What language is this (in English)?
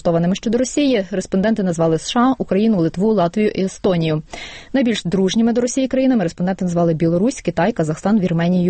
Ukrainian